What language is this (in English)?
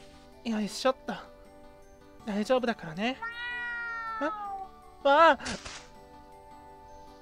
Japanese